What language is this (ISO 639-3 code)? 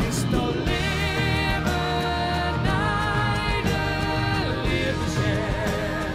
fry